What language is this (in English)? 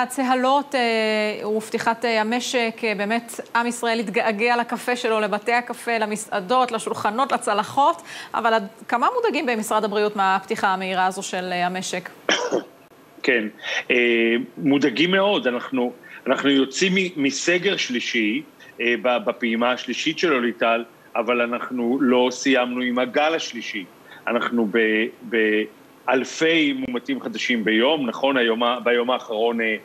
Hebrew